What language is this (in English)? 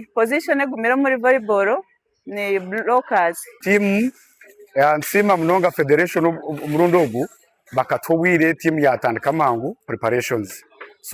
Nyankole